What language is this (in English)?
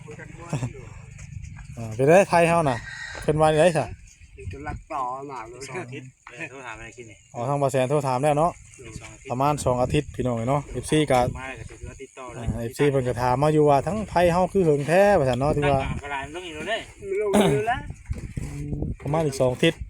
Northeastern Thai